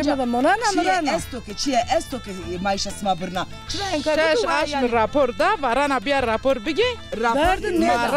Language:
Zaza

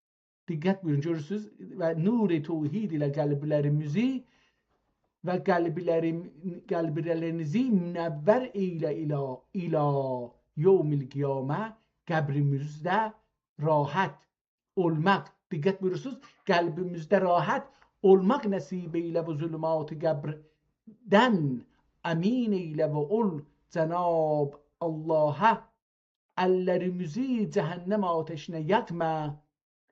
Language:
South Azerbaijani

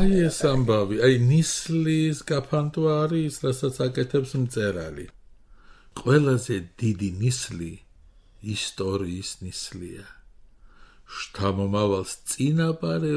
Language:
Georgian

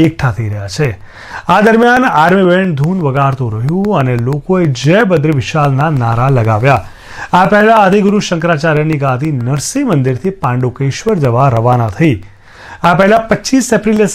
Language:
Gujarati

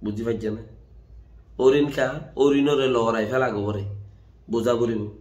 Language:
Rohingya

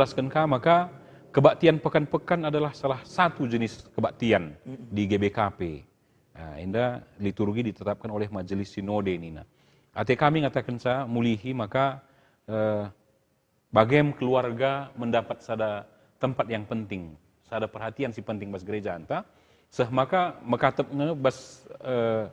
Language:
Batak Karo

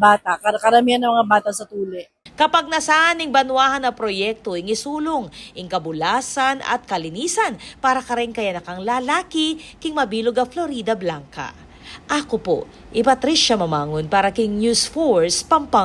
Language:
Pampanga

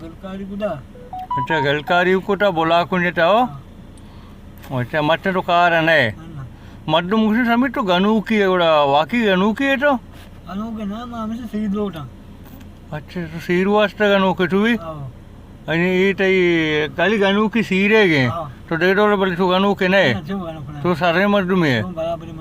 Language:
Baluchi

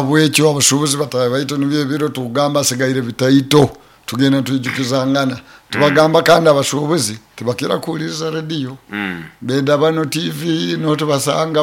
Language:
Nyoro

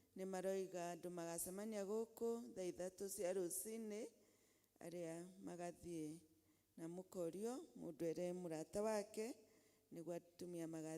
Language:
Kikuyu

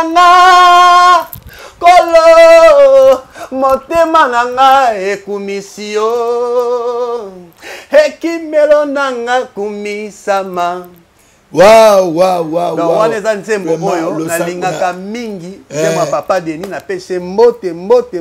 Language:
Lingala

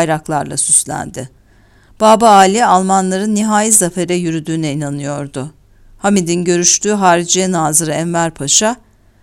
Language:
Turkish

